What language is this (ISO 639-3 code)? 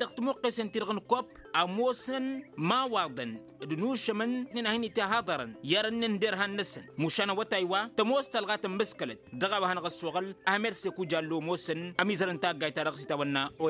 taq